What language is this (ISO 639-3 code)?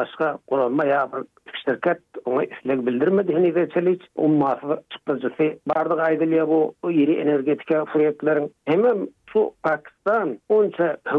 tuk